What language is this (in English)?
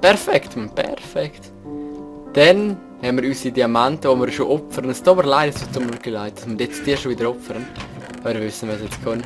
Swiss German